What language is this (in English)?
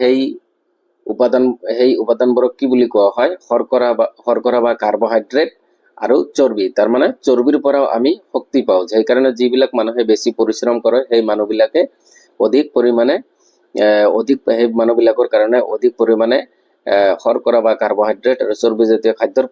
Assamese